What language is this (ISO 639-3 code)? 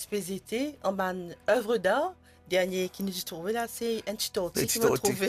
mfe